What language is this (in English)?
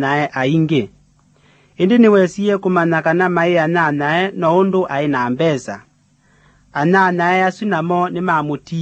Kamba